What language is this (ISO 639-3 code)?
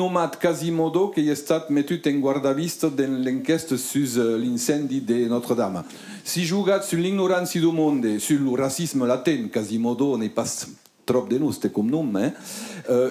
oci